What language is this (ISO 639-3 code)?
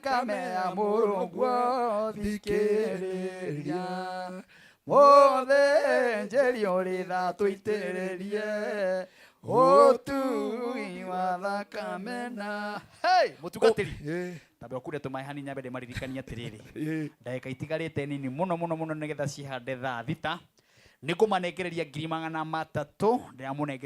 kik